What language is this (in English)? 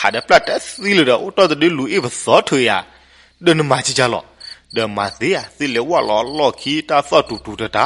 S'gaw Karen